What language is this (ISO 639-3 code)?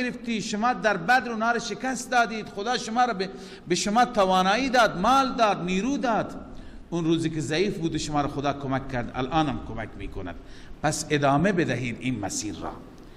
fas